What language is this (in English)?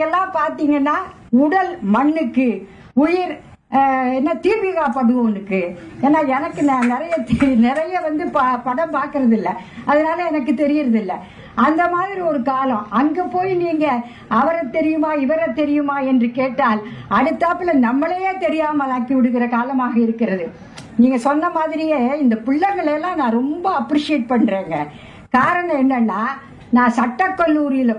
Tamil